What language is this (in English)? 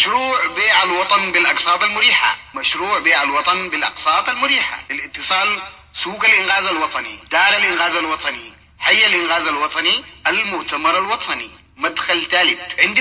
Sudanese Arabic